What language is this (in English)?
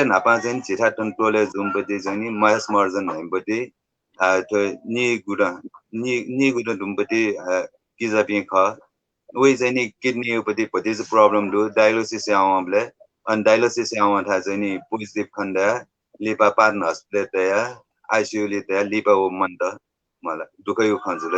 Newari